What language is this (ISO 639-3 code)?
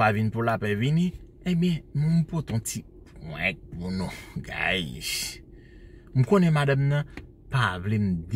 hat